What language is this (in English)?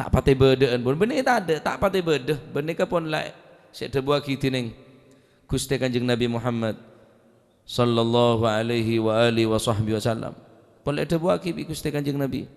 Madurese